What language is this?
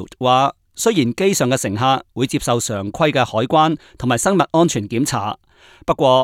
Cantonese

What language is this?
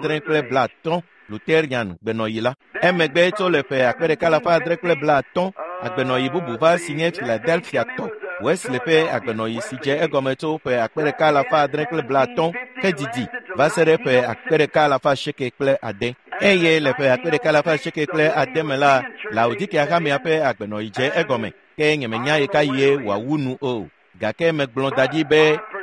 Ewe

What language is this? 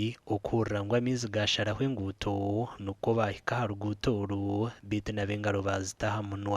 Nyankole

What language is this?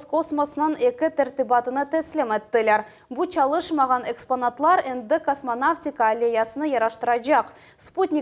Crimean Tatar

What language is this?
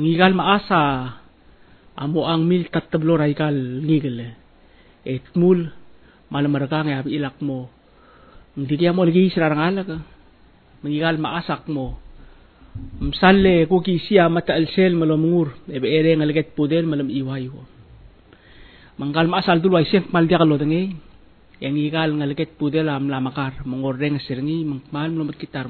Palauan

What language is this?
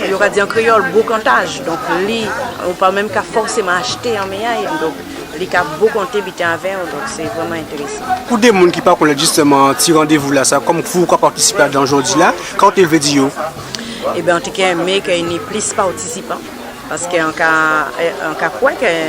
Guadeloupean Creole French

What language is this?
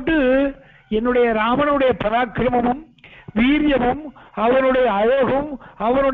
Tamil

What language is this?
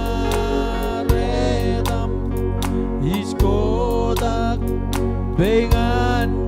Marshallese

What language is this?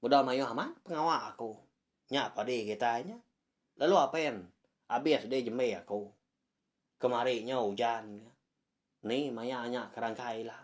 Iban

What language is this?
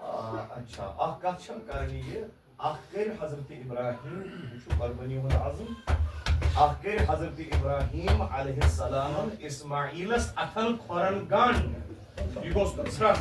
Kashmiri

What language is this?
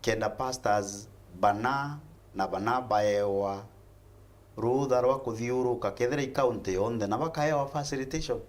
Meru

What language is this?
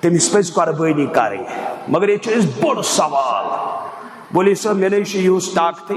Kashmiri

